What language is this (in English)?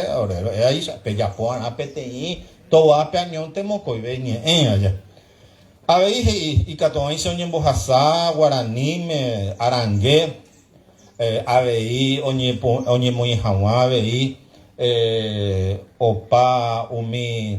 Guarani